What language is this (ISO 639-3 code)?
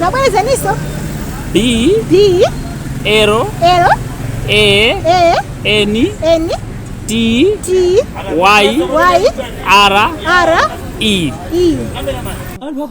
nya